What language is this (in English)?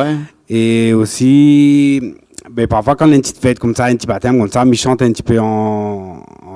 Réunion Creole French